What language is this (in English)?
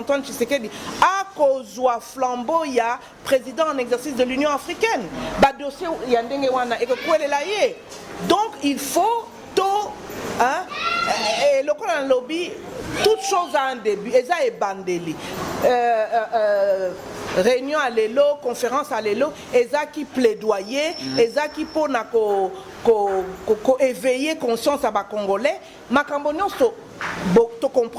Lingala